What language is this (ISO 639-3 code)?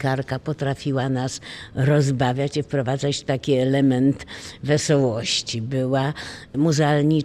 pol